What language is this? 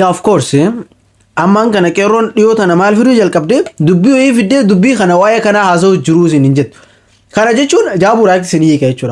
Oromo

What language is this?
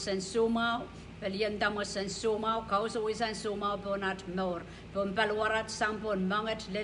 Pohnpeian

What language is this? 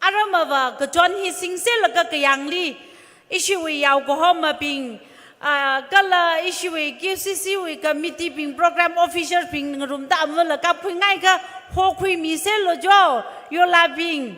Tangkhul Naga (India)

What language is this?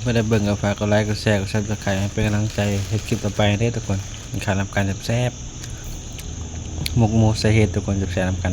Northeastern Thai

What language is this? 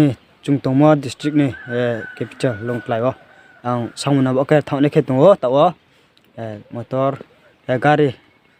Riang (India)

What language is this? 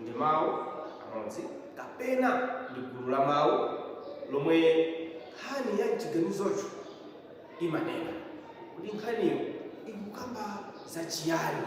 Nyanja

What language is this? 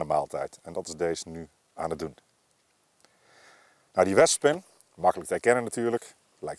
Dutch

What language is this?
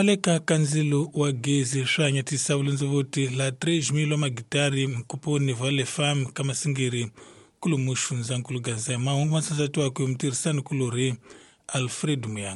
Tsonga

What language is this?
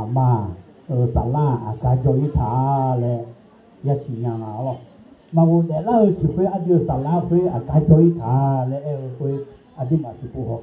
Akha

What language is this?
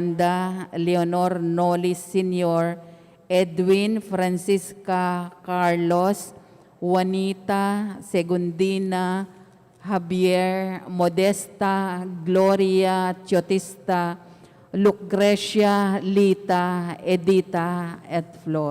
Pampanga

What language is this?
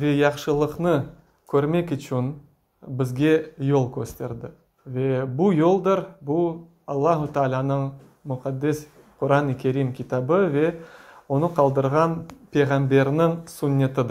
Crimean Tatar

